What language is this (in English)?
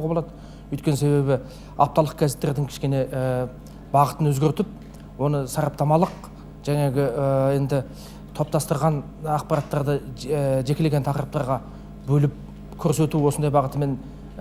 Kazakh